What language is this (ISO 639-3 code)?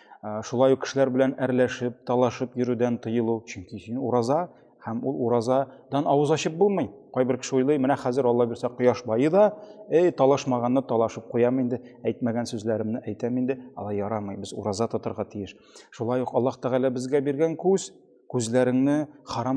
tat